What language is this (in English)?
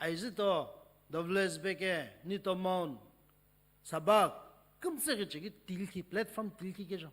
Sumi Naga